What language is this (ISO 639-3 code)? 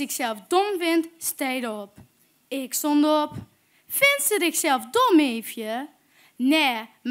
lim